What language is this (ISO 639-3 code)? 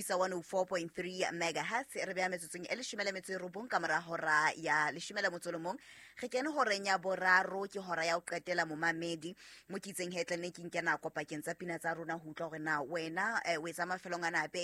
sot